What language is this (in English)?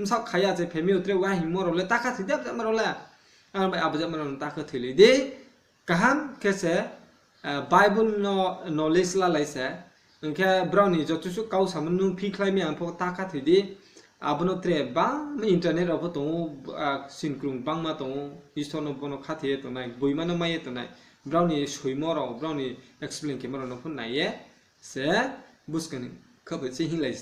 Riang (India)